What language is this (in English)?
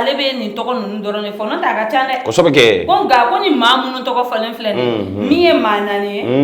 Bambara